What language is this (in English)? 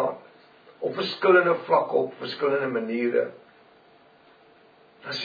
Afrikaans